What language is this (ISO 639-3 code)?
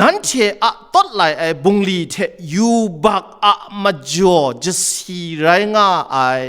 kac